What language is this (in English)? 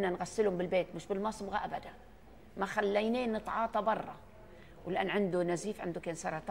North Levantine Arabic